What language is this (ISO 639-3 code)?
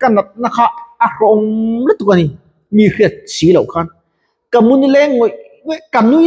lus